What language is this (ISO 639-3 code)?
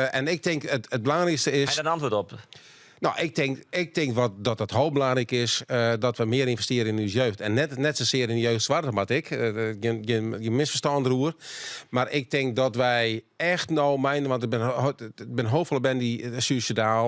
fry